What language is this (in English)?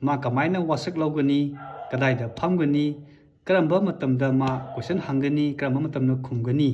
Manipuri